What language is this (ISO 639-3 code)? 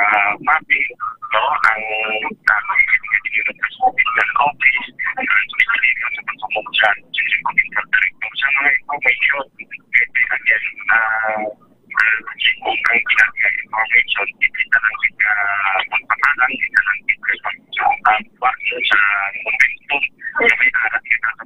hil